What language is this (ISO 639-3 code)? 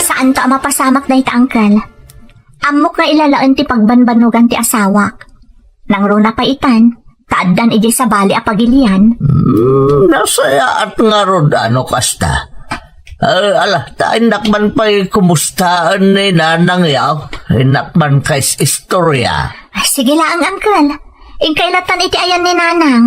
ilo